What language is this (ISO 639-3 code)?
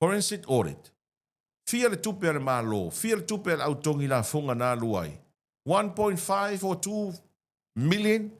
smo